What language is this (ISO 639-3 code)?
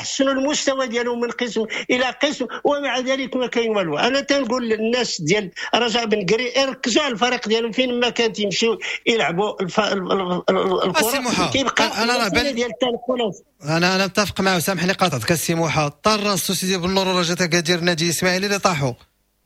ary